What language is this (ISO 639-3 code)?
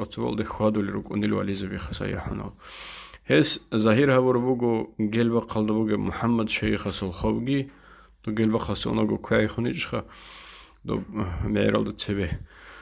ava